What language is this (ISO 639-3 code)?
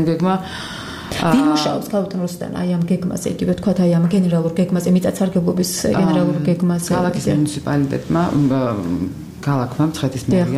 kat